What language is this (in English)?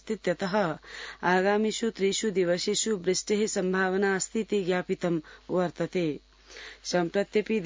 Sanskrit